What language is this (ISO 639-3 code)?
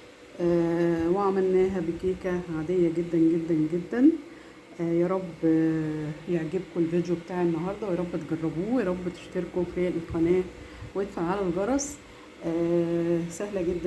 arz